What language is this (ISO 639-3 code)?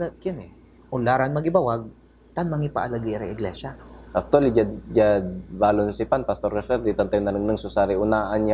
pag